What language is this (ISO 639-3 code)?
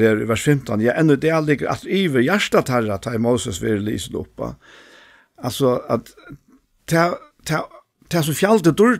fao